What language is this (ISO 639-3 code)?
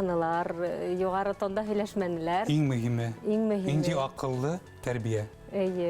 bak